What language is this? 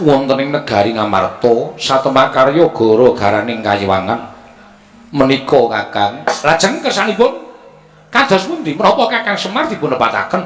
Javanese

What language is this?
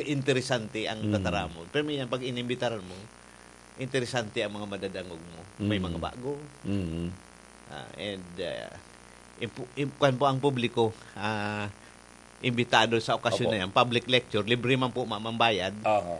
Bikol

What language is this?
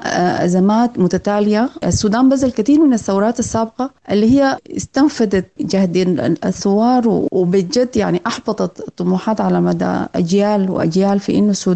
Sudanese Arabic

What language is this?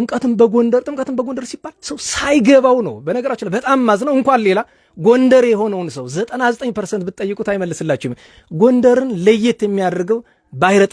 Amharic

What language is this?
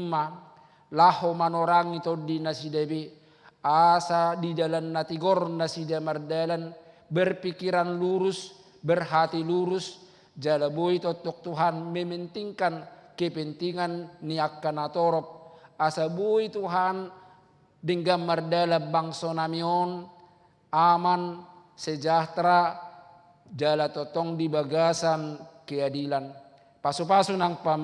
Batak Toba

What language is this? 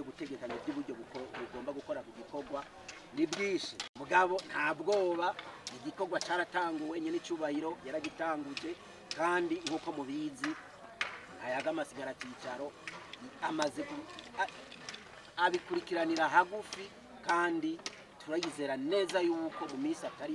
Rundi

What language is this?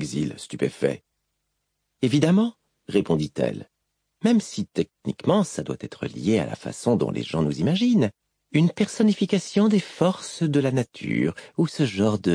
French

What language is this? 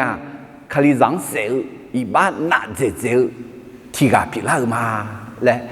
Akha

